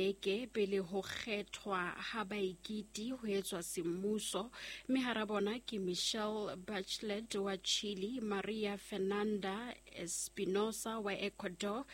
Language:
Southern Sotho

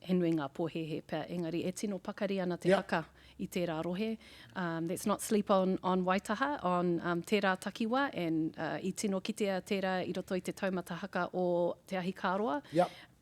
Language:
Māori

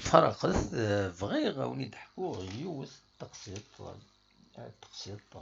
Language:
Kabyle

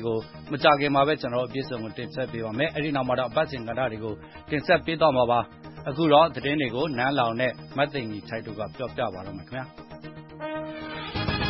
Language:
Burmese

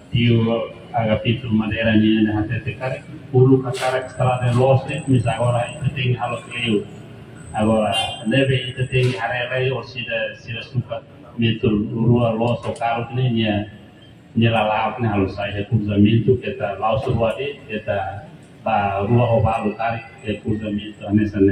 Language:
Tetum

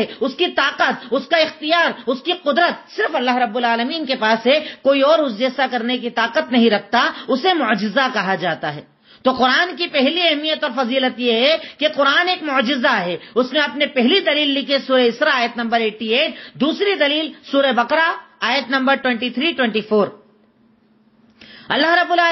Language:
Urdu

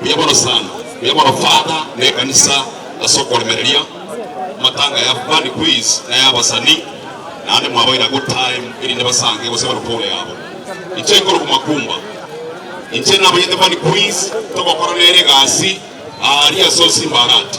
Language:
Gusii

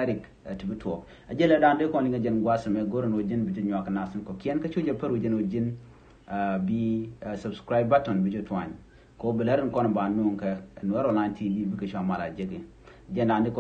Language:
Nuer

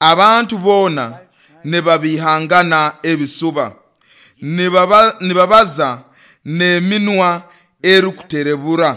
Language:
Nyoro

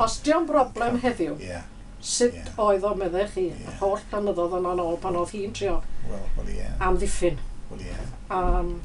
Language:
Welsh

